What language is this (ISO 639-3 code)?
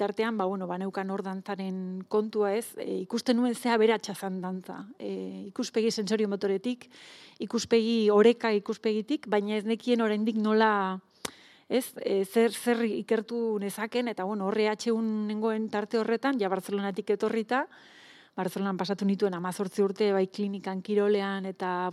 eus